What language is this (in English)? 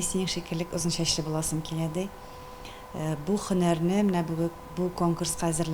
Tatar